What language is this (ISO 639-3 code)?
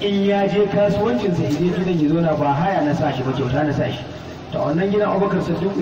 hau